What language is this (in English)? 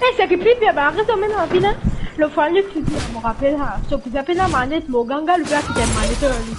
Morisyen